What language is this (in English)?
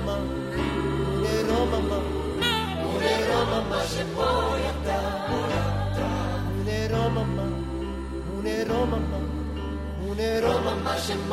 Estonian